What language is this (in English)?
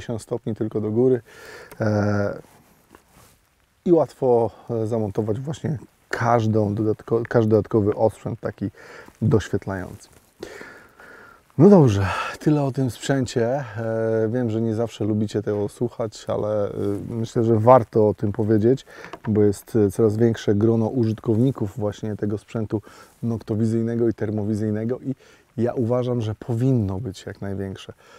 Polish